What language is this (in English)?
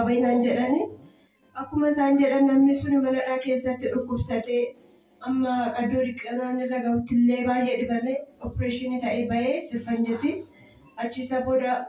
Oromo